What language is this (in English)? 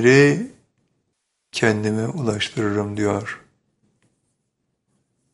Turkish